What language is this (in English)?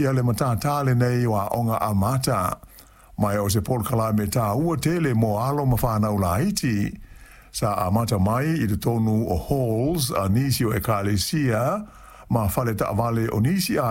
Samoan